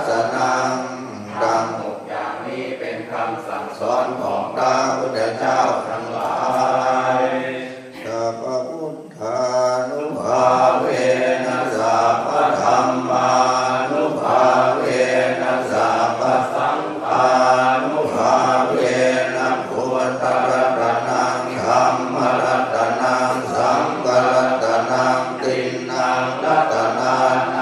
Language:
Pali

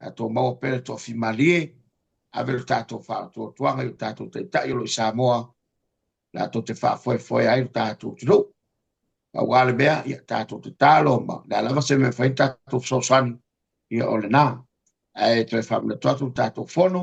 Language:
Samoan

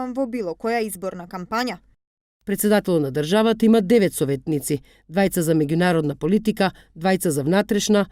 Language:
Macedonian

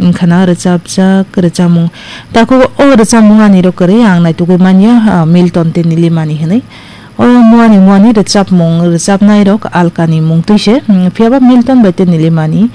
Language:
Kok Borok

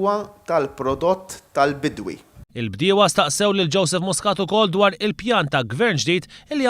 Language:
Maltese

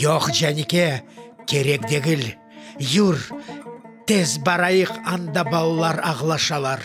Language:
Crimean Tatar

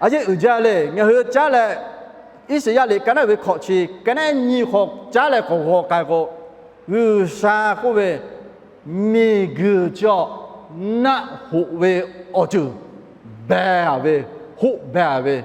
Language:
Lahu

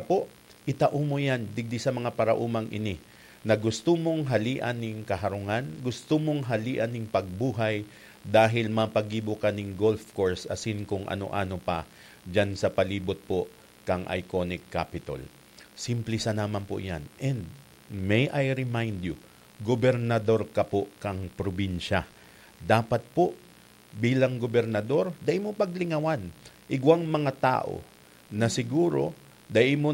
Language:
Bikol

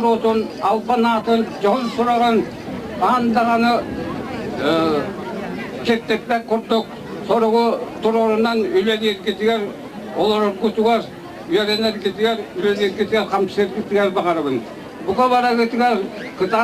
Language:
Yakut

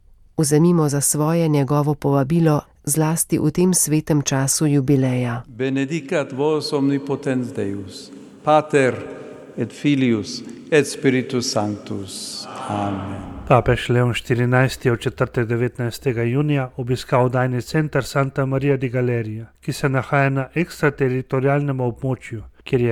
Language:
Slovenian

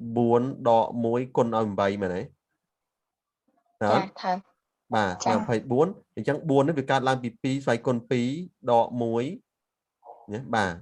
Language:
Khmer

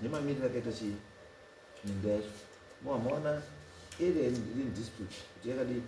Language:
Shona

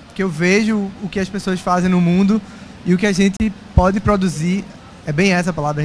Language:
Portuguese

